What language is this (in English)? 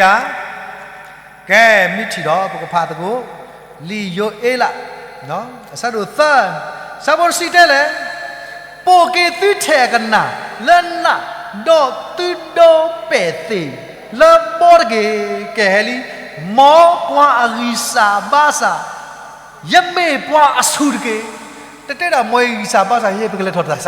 S'gaw Karen